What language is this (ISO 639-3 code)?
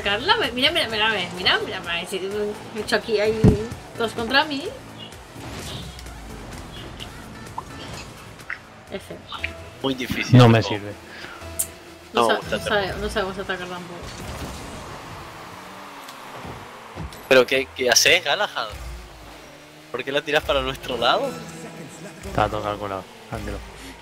spa